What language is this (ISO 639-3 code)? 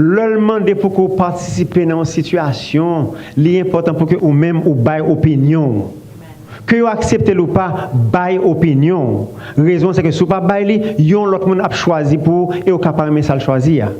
hat